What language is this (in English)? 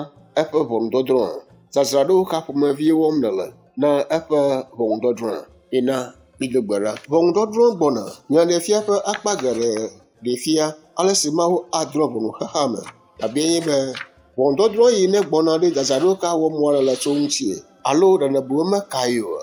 Ewe